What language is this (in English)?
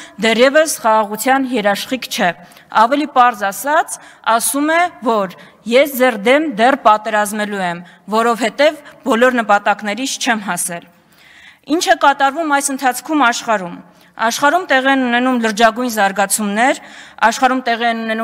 Armenian